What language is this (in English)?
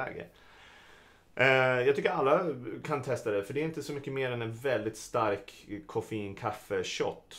Swedish